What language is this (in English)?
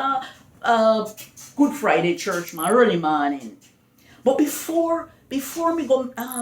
Jamaican Creole English